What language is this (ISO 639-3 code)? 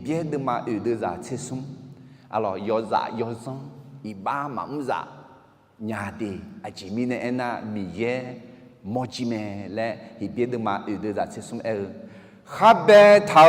ahk